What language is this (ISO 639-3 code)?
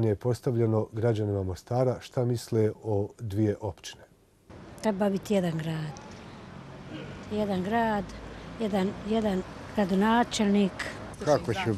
bos